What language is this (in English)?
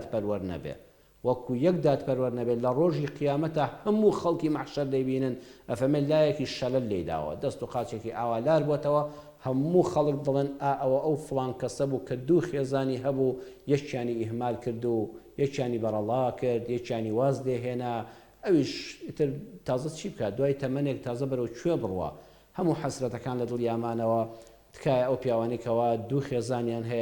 Central Kurdish